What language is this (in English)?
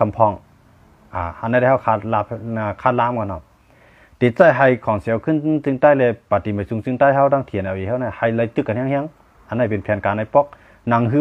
Shan